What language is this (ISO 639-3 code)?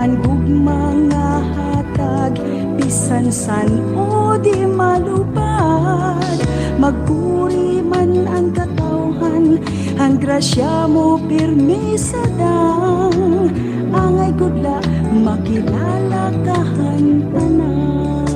war